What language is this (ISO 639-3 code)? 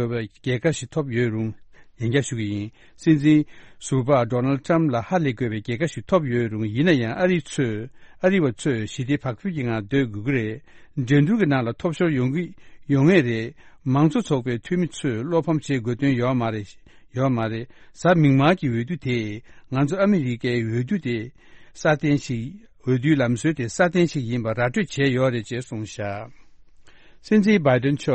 bod